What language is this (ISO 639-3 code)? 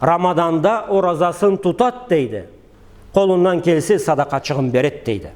krc